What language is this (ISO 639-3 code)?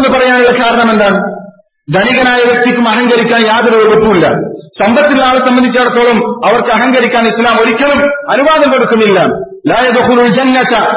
mal